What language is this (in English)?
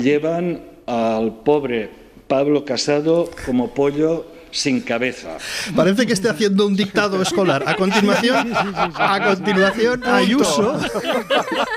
Spanish